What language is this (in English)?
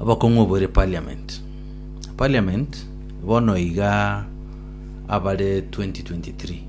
Gusii